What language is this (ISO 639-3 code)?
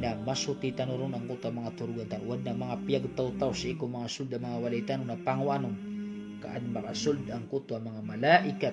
mrw